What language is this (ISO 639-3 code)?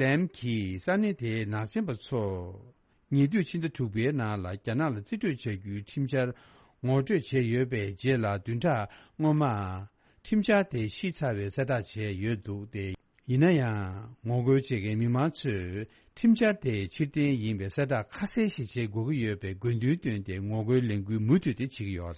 bod